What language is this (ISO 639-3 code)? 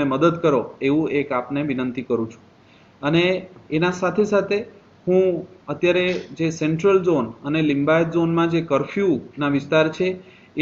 guj